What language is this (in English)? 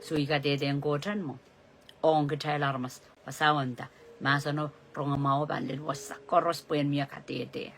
Pohnpeian